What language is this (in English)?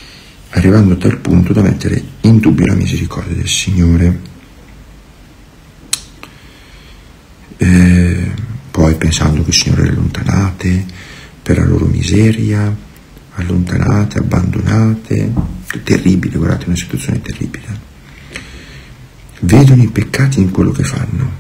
Italian